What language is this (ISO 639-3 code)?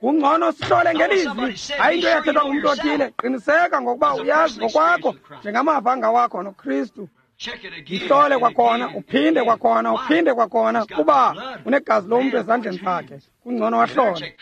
xho